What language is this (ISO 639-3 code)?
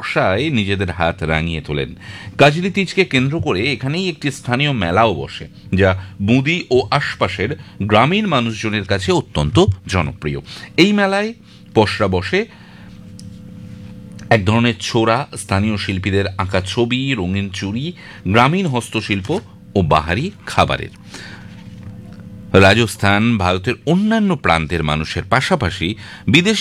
ben